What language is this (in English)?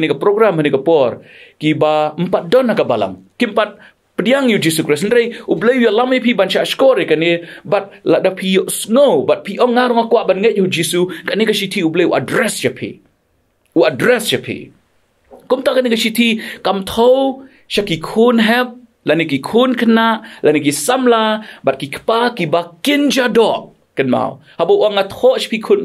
Khasi